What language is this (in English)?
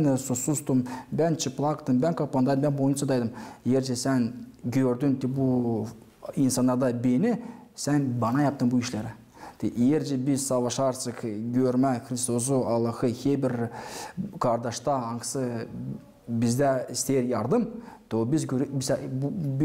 Gagauz